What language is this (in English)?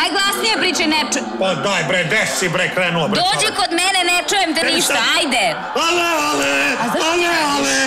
Serbian